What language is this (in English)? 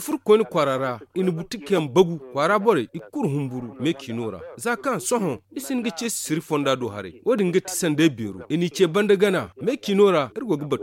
Zarma